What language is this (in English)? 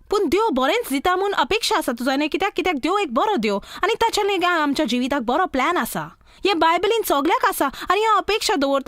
Konkani